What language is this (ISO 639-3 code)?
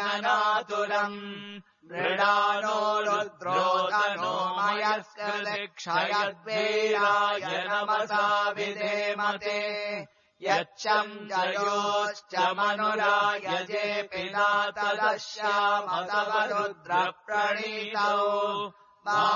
san